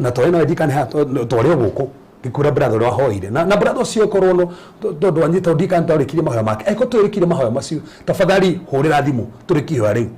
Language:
Kikuyu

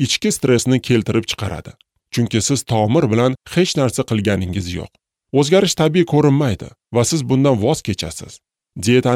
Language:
Uzbek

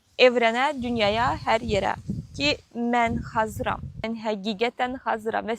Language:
Azerbaijani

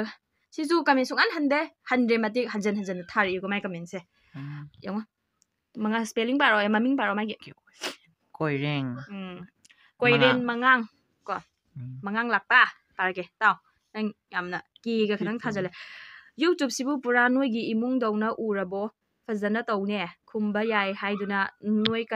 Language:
Manipuri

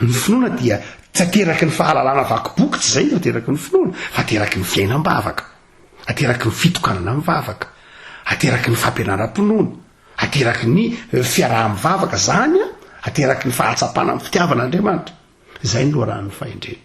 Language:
Malagasy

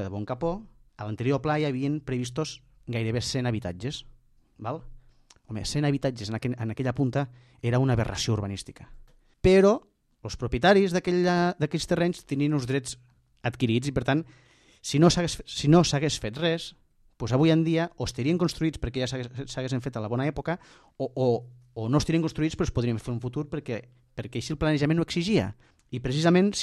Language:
Catalan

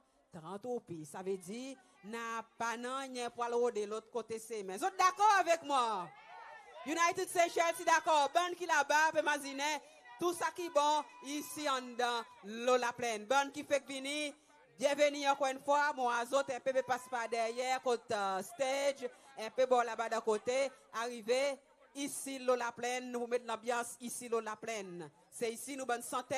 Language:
Seselwa Creole French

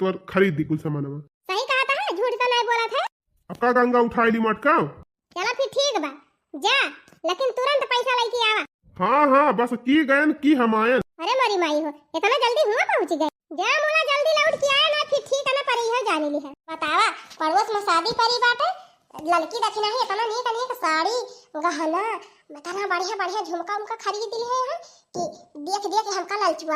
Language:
Awadhi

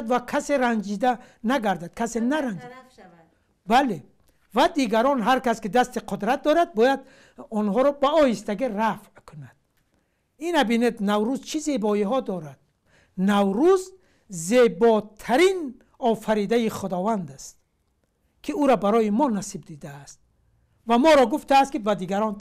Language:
Tajik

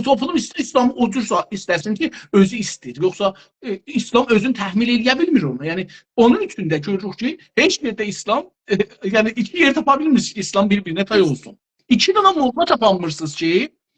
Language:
South Azerbaijani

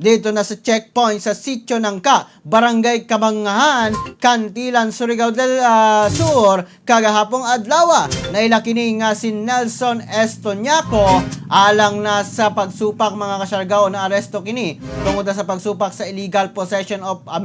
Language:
Cebuano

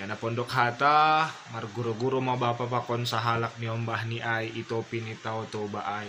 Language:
Batak Simalungun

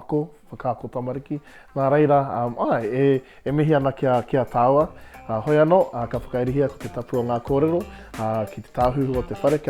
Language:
Māori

